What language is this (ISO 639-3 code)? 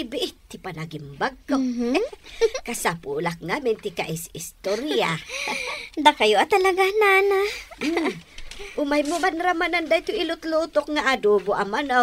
ilo